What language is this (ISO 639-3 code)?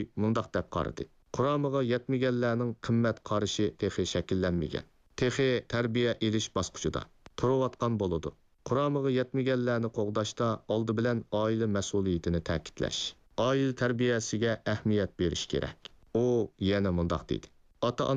uig